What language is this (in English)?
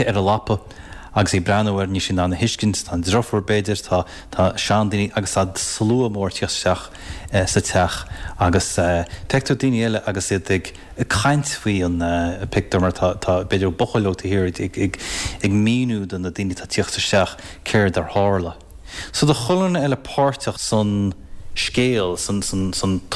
Irish